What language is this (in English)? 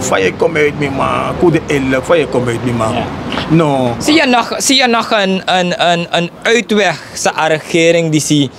Sranan Tongo